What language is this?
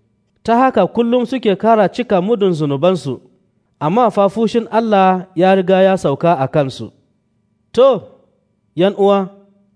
Hausa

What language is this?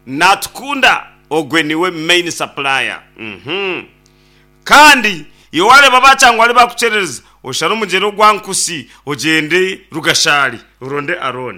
Nyankole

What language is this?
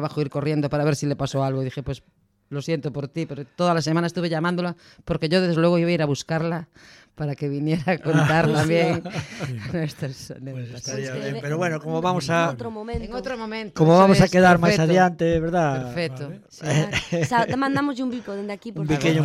Galician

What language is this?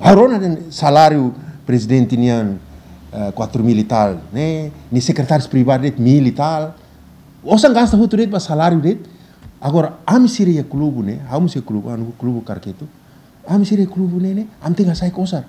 Tetum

